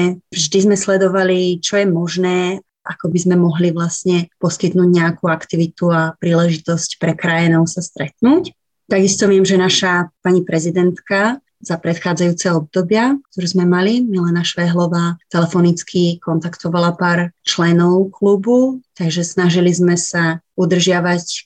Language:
Slovak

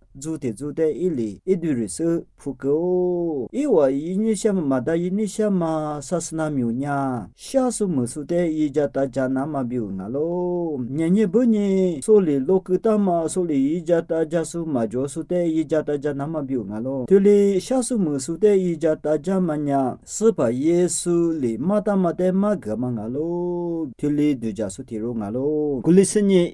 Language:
Lisu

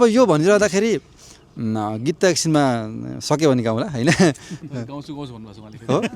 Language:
Nepali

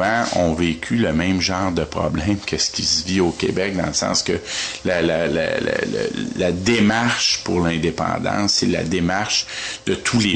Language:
French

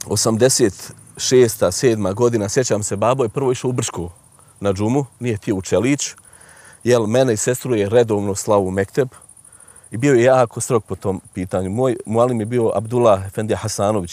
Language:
Bosnian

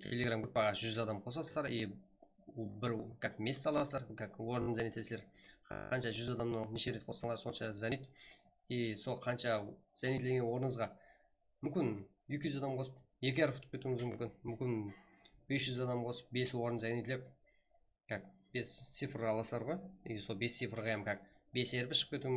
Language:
Kara-Kalpak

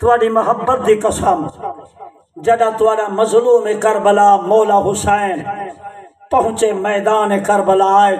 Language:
Saraiki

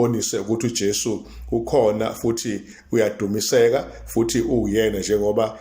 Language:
Zulu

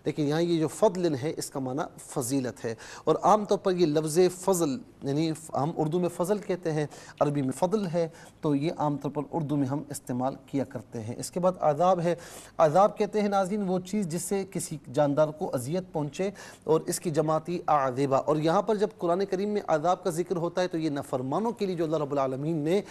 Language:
Urdu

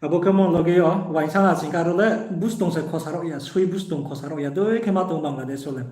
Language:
Riang (India)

